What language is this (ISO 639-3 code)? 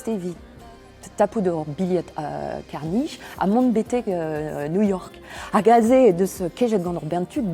bre